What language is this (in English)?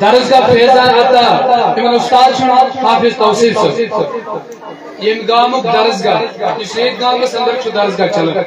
Kashmiri